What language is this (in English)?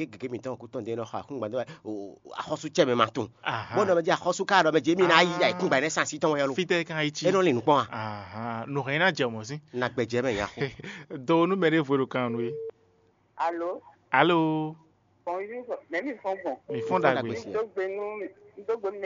Fon